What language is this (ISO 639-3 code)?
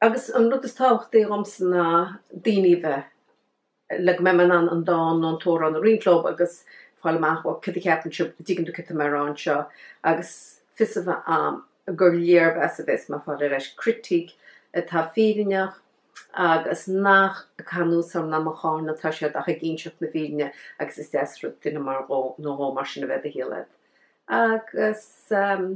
gle